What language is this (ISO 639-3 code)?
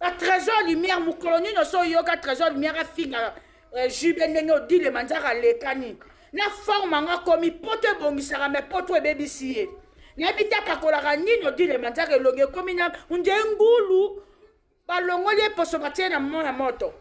lin